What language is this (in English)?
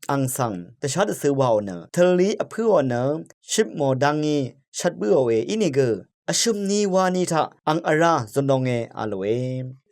Rawang